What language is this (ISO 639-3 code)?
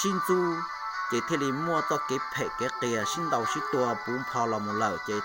hmn